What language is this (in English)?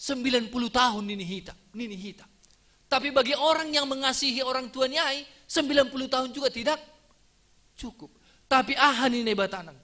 Batak Simalungun